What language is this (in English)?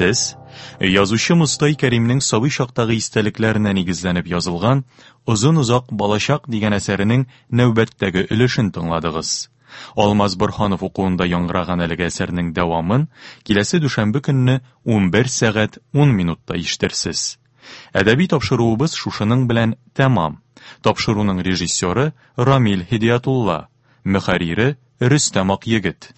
Tatar